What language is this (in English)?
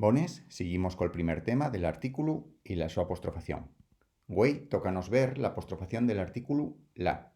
Asturian